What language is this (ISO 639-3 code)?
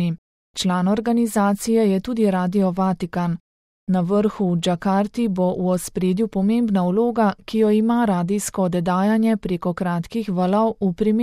slv